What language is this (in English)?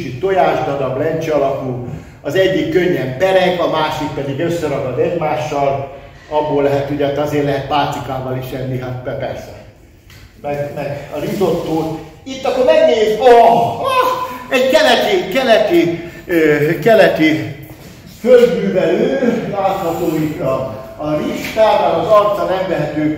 Hungarian